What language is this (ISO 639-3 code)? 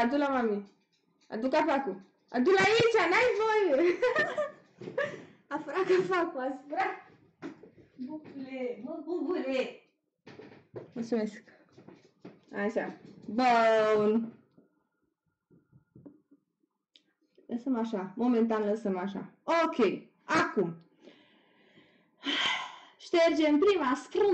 ron